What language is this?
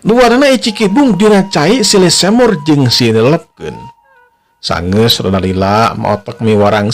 Sundanese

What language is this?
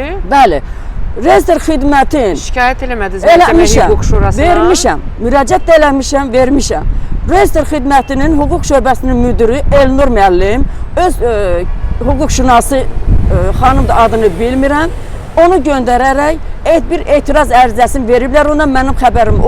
Azerbaijani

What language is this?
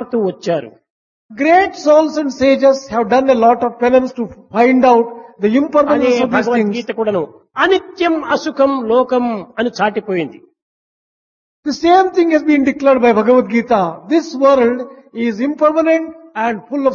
Telugu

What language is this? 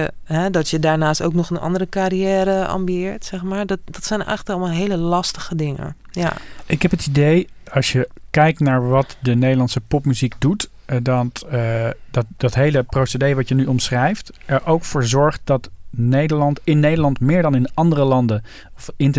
Dutch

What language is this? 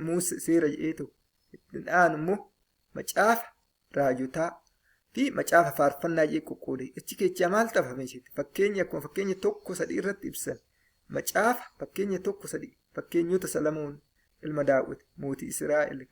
Oromo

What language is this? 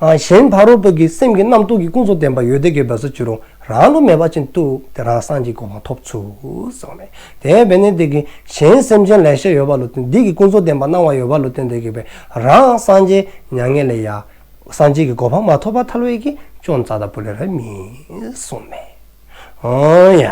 Dzongkha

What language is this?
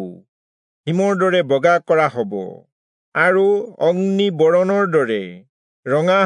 Assamese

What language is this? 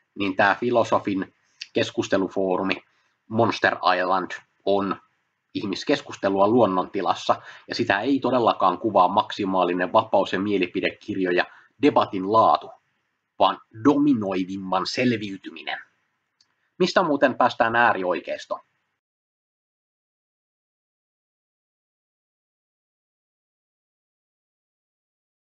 Finnish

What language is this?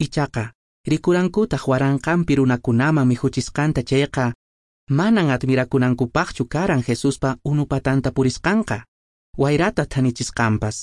Quechua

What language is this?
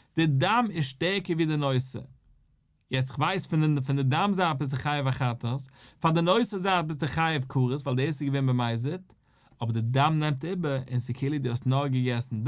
Yiddish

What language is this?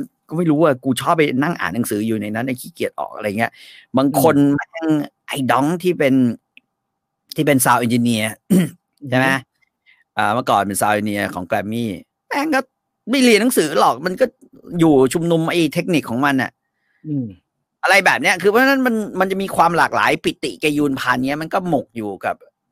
Thai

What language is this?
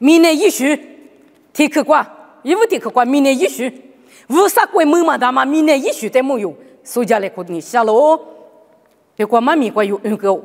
Lisu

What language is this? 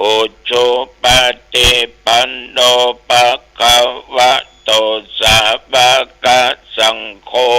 Pali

